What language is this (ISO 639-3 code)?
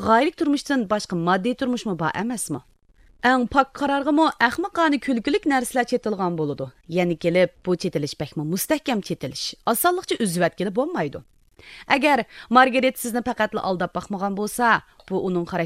uig